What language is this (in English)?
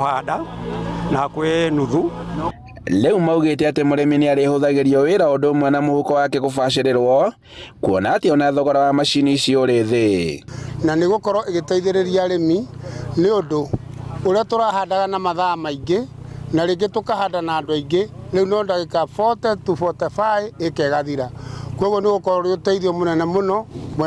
Kikuyu